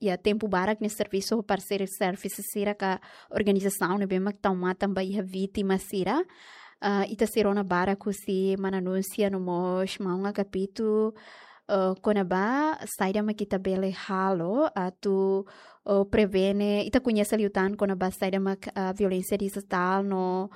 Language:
Tetum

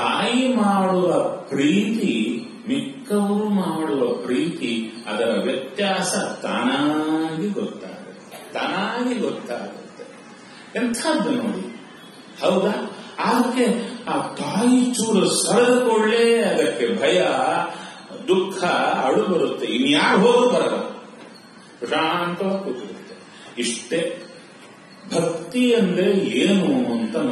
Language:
Kannada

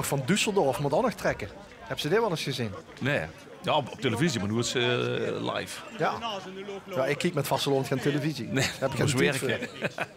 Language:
Limburgish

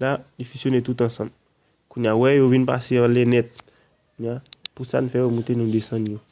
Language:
Haitian Creole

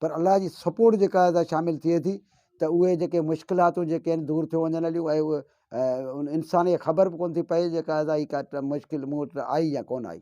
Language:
Sindhi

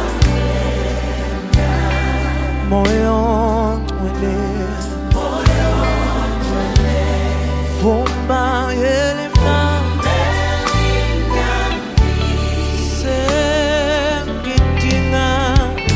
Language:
Zulu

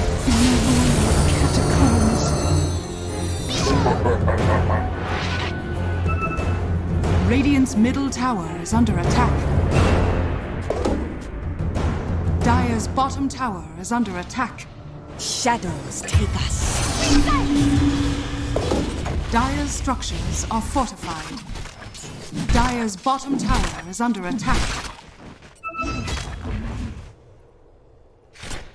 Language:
English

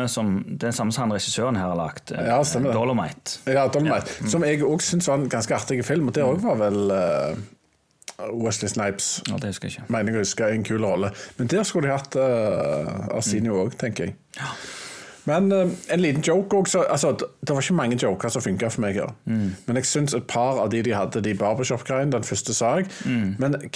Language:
Norwegian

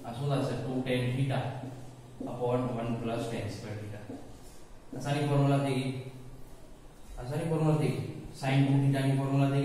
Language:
Gujarati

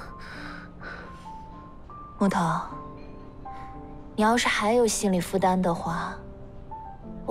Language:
Chinese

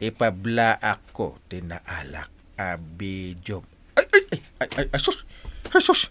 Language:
Iloko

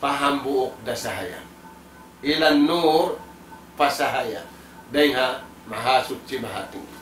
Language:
Tausug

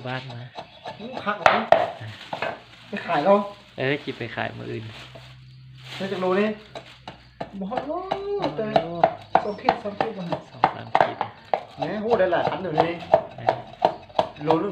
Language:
Lao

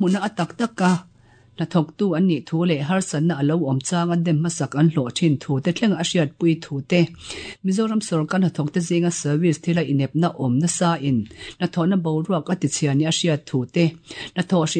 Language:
Mizo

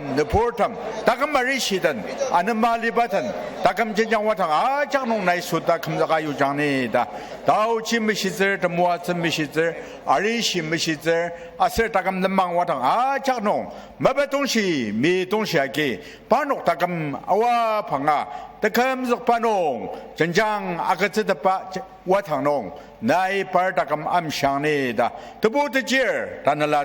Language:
Ao Naga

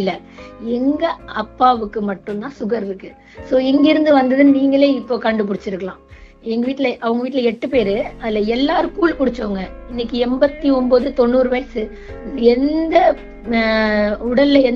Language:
Tamil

